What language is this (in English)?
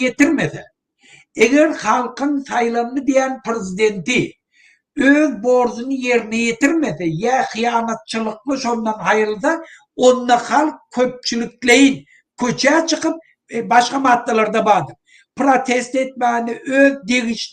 Turkmen